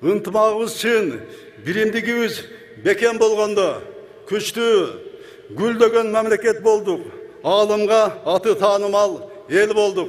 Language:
Kyrgyz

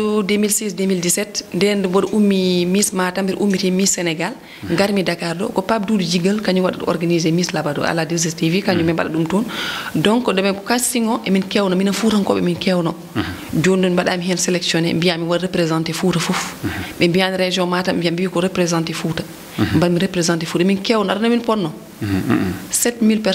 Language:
Fula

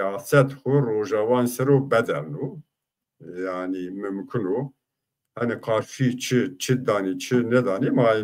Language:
Zaza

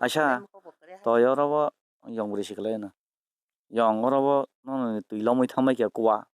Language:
Kok Borok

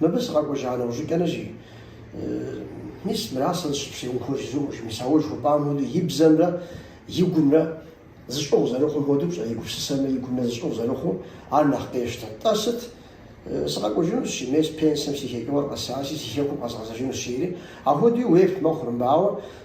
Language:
Kabardian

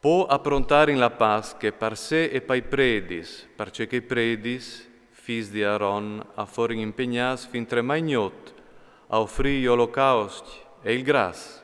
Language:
Friulian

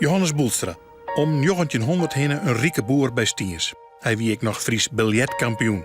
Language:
Western Frisian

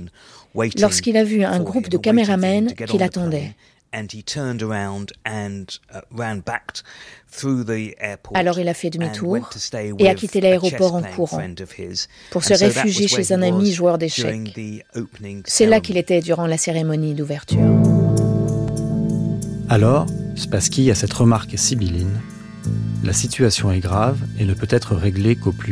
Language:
French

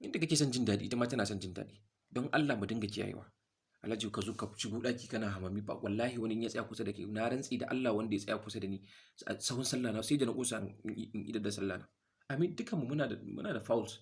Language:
Hausa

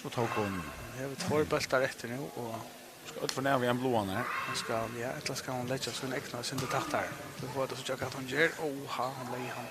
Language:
Faroese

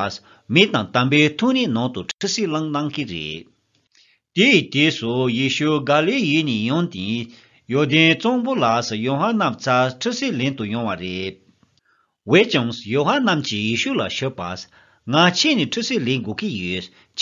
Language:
Tibetan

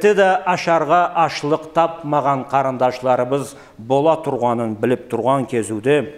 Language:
Karachay-Balkar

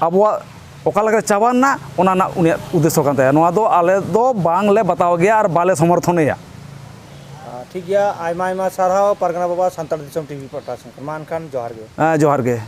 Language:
Santali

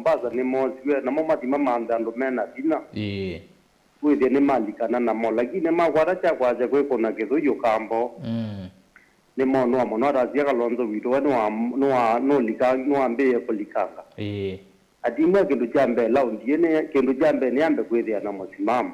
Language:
Kamba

